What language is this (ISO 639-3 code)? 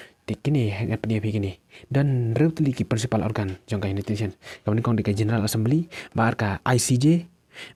kha